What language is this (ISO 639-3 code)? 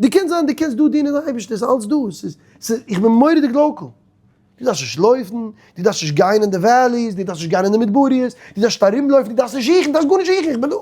yid